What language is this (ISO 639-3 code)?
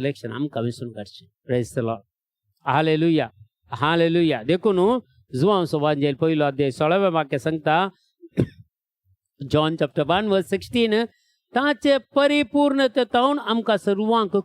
kok